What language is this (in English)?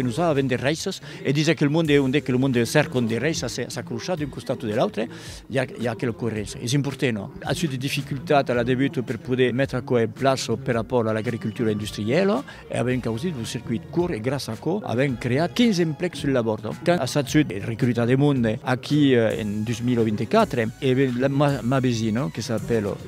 Occitan